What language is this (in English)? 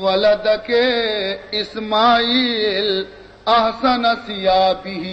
Baluchi